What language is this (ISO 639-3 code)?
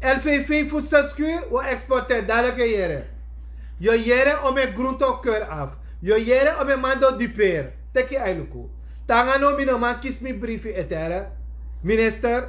srn